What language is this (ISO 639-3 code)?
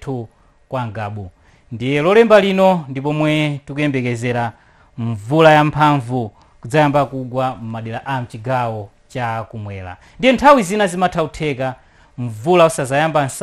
nya